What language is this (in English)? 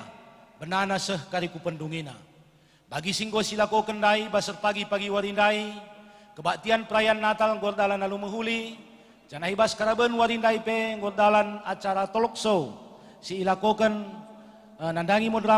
Batak Karo